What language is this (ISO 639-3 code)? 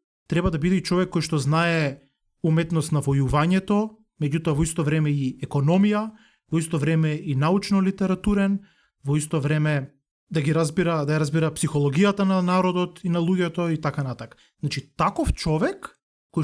mkd